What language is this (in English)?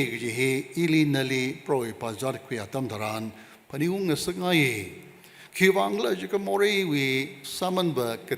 Tangkhul Naga (India)